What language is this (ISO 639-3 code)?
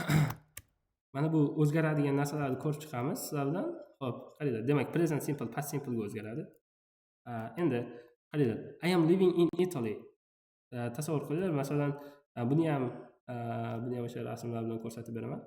uzb